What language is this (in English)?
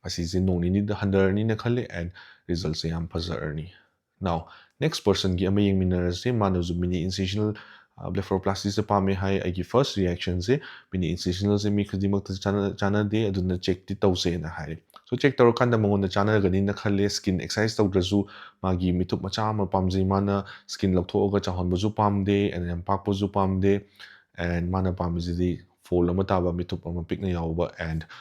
Manipuri